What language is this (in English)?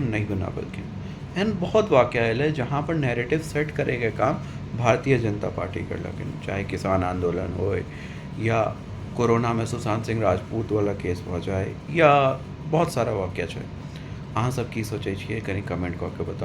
Maithili